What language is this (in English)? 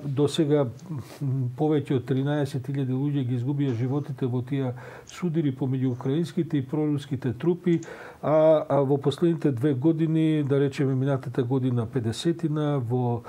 Macedonian